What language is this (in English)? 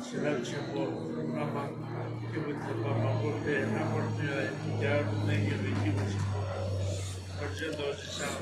Tibetan